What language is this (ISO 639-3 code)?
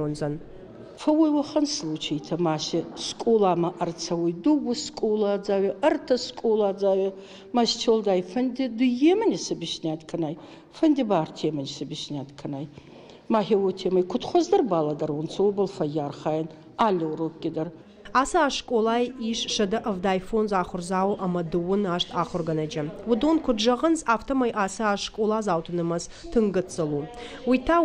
oss